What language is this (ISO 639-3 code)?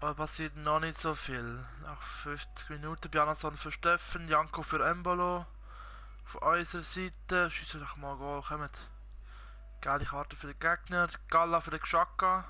gsw